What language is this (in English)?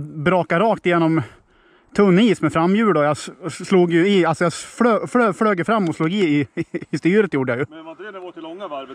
Swedish